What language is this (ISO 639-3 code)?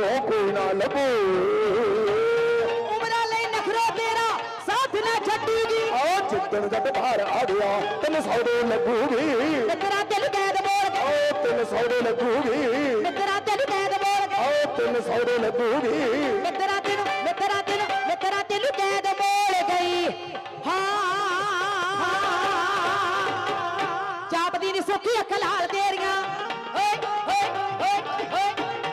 pan